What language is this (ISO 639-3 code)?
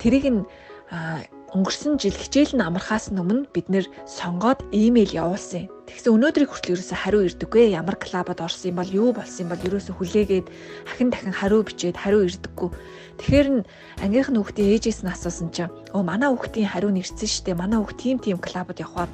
mon